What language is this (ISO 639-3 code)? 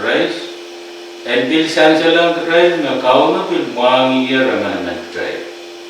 pon